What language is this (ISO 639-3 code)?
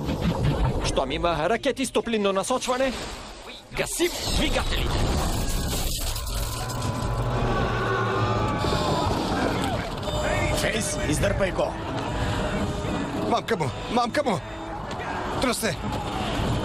bul